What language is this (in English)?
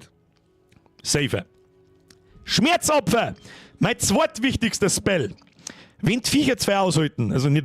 Bavarian